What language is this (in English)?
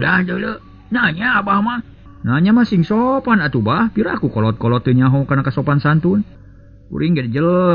Sundanese